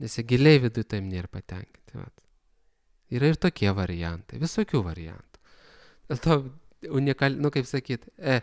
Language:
Lithuanian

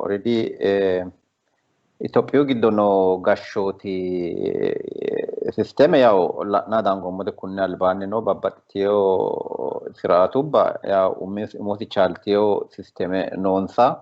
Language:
Sidamo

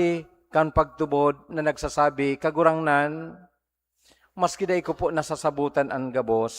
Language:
Bikol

